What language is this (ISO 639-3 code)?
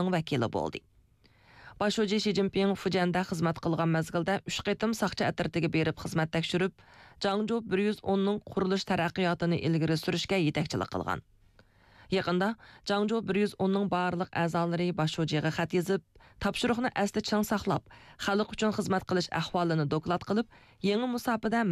uig